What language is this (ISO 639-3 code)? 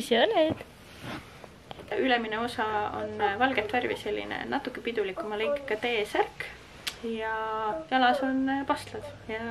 est